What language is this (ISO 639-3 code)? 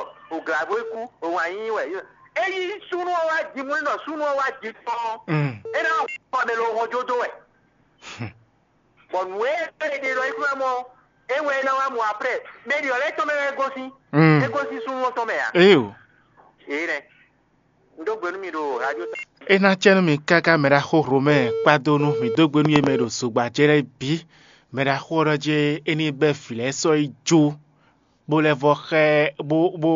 fon